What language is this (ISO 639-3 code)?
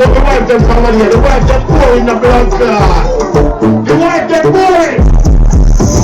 jam